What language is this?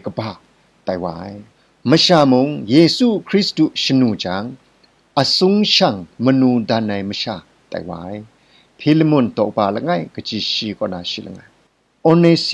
Kachin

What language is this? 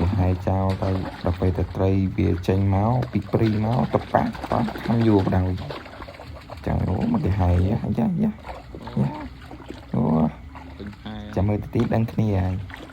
Khmer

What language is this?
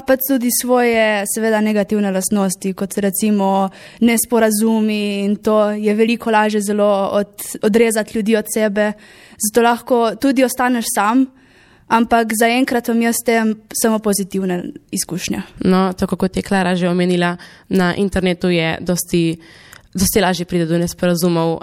Slovenian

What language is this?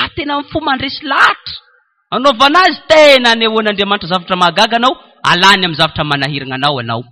Malagasy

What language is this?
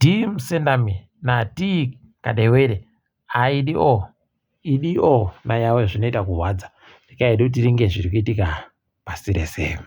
Ndau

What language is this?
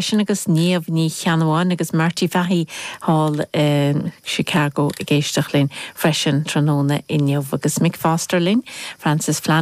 Irish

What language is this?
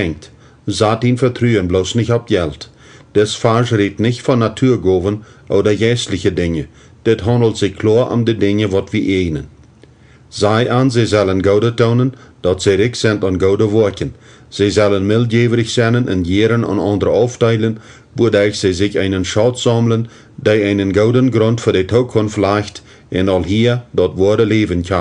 Plautdietsch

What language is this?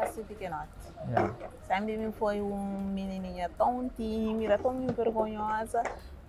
Kabuverdianu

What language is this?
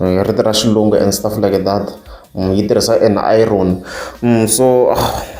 Tsonga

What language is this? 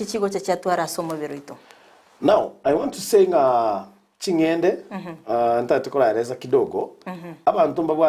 Gusii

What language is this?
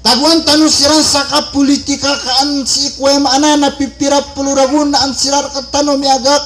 Maranao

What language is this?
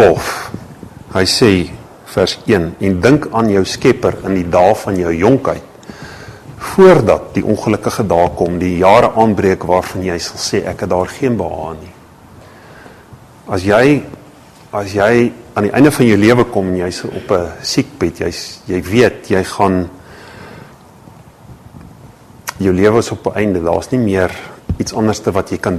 Afrikaans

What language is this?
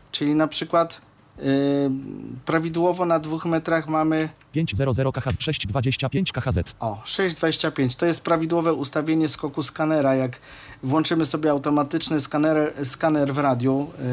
Polish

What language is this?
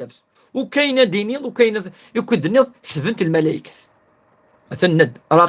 Kabyle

